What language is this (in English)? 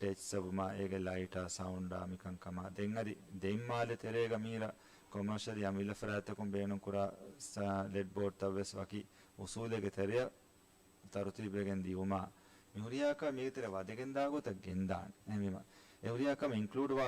Divehi